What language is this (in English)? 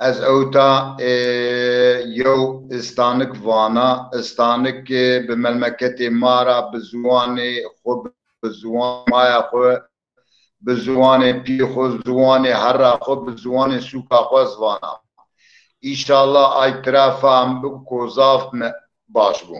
Zaza